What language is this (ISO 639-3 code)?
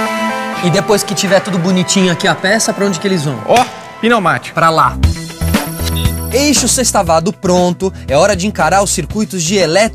por